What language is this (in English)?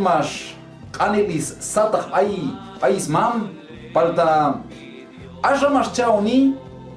Q'anjob'al